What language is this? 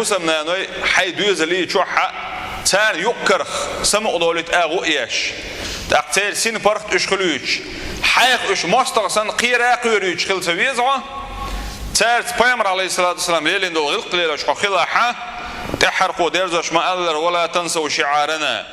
Chechen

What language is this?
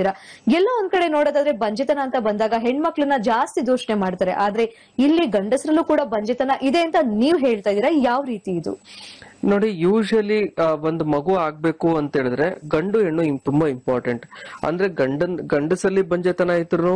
Kannada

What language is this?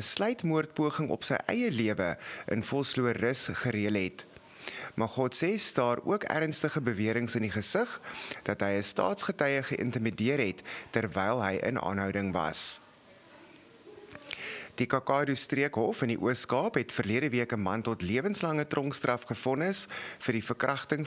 Afrikaans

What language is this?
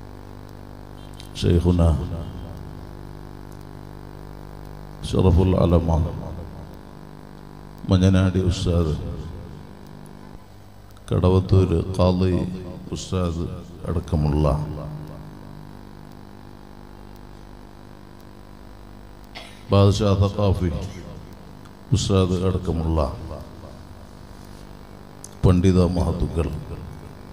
Malayalam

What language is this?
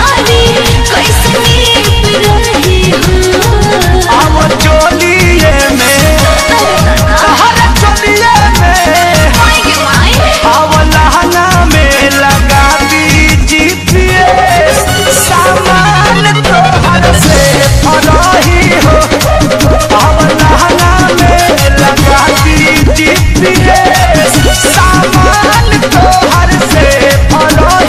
Bhojpuri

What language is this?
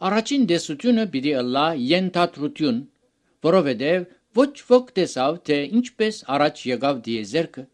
Armenian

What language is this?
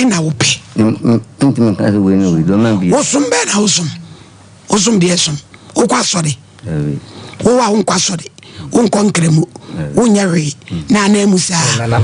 Akan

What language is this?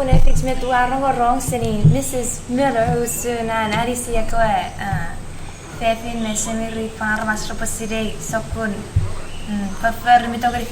Chuukese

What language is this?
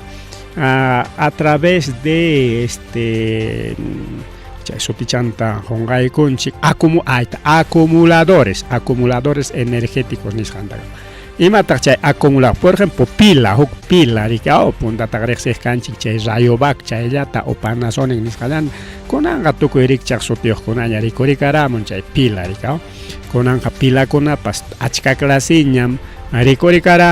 Ayacucho Quechua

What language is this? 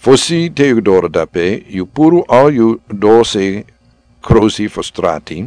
Sranan Tongo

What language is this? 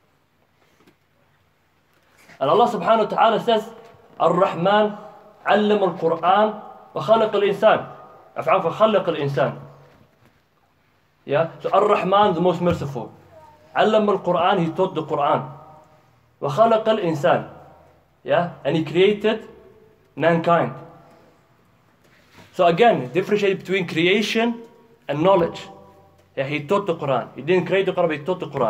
English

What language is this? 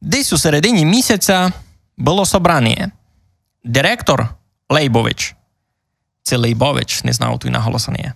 Rusyn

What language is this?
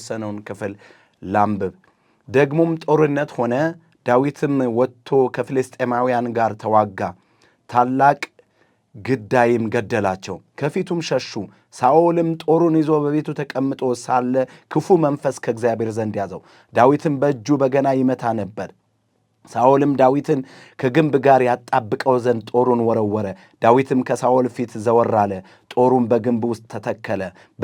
Amharic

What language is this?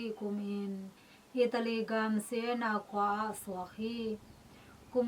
Tedim Chin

